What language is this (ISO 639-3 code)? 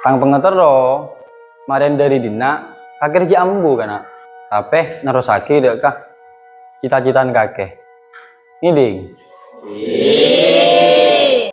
mad